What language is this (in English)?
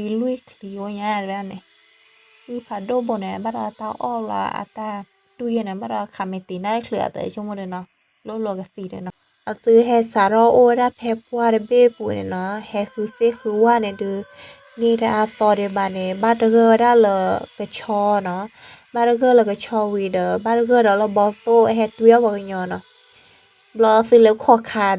S'gaw Karen